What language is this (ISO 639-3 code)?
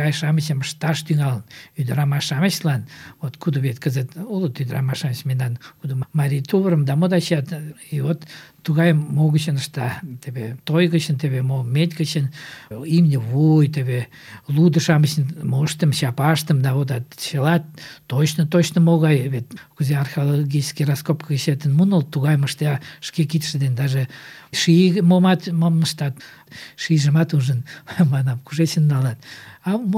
chm